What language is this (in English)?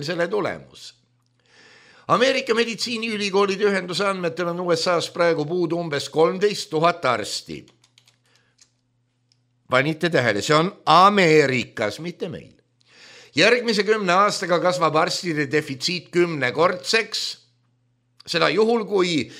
Estonian